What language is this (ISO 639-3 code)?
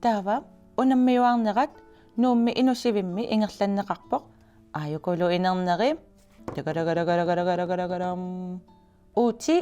kal